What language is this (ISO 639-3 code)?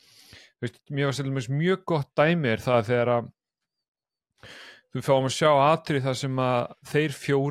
isl